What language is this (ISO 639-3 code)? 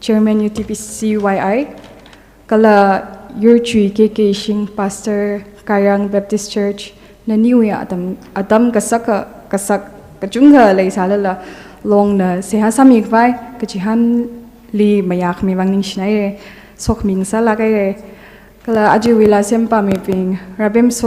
nmf